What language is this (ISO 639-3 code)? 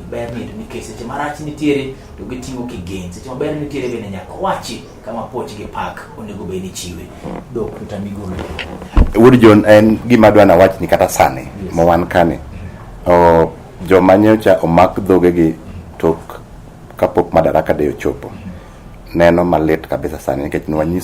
luo